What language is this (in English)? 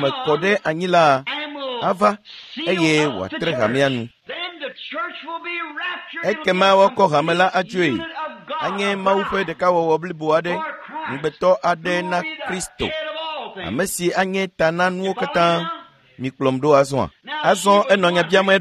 Ewe